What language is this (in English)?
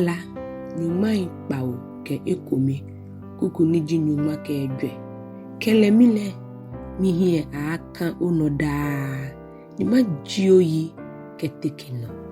Ga